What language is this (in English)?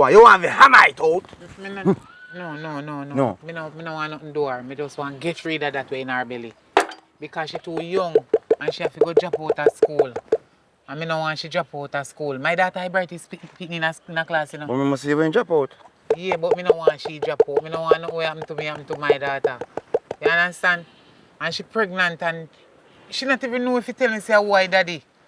Jamaican Creole English